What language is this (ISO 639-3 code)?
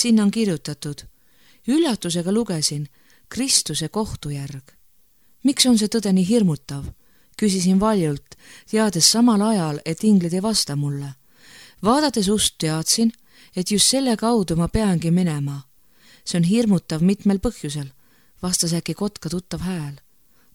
est